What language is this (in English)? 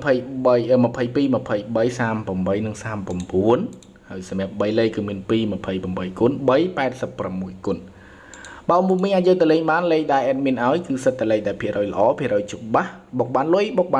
Khmer